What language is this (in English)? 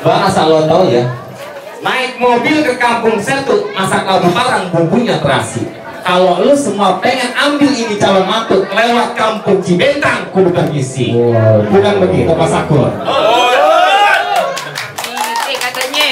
Betawi